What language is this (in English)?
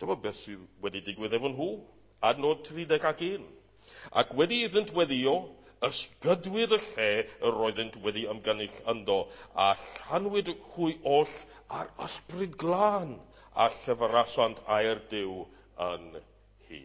Welsh